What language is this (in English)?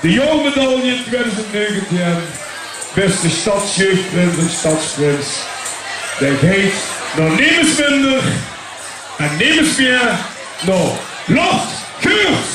Limburgish